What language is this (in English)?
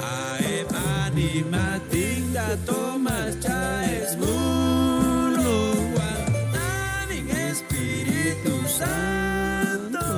Chuj